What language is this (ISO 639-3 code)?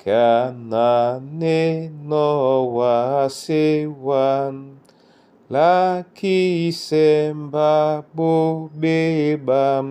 dua